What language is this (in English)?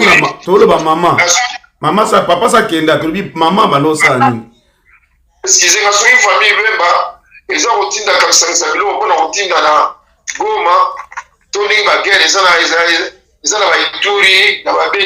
Lingala